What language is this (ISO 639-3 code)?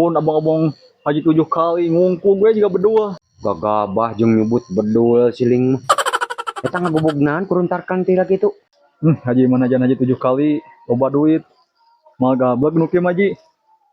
sun